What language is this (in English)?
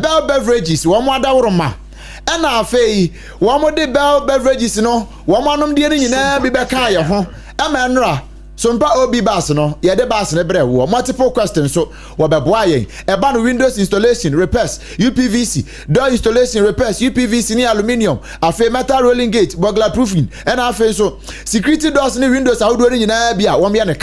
Akan